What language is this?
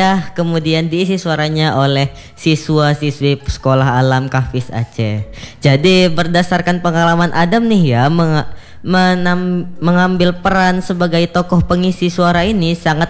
Indonesian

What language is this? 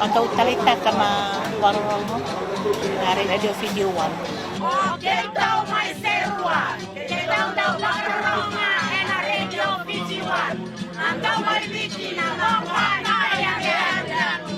Fijian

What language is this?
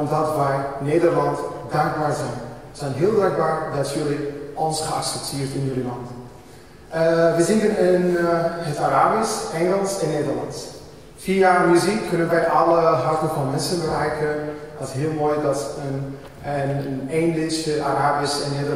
Dutch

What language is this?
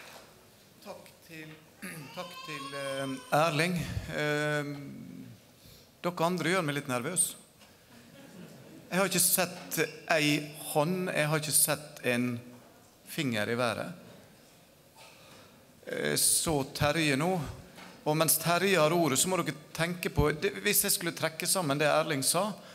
Norwegian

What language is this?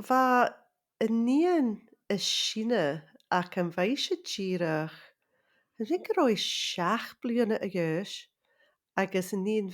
Scottish Gaelic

